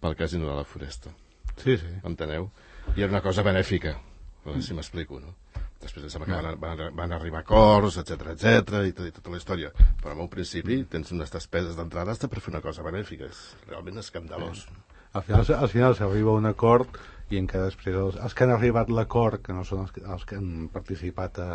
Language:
Catalan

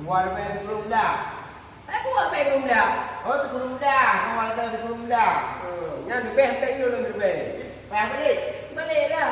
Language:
Achinese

